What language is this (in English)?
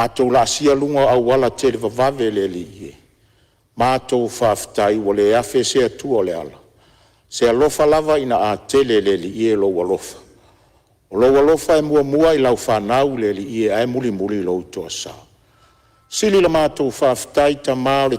Samoan